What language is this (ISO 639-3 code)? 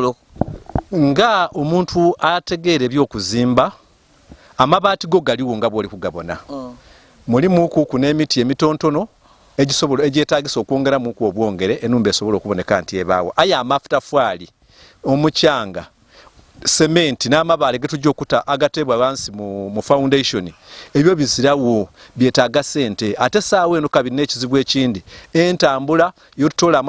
lug